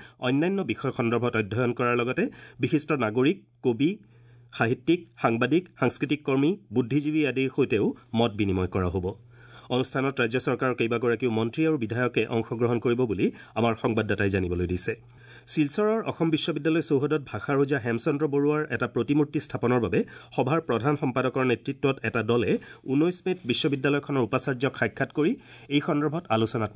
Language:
Assamese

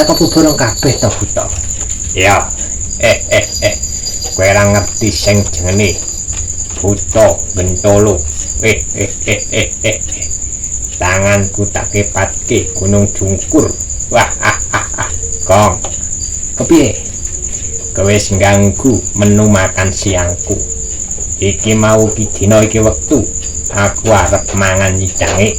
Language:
Javanese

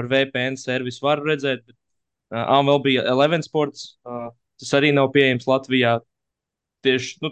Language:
Latvian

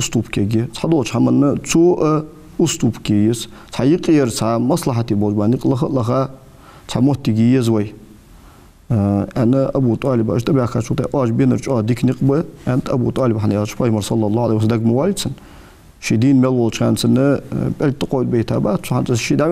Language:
Ingush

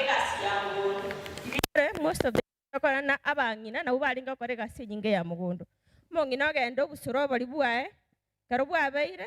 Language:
Gusii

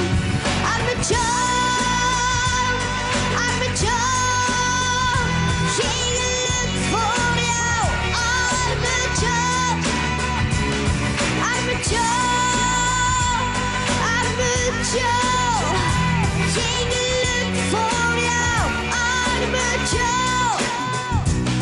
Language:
Dutch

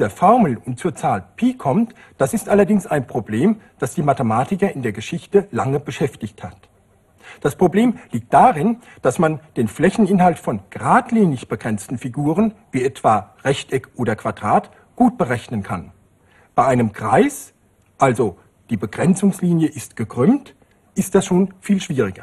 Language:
German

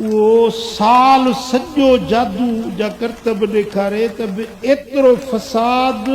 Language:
Sindhi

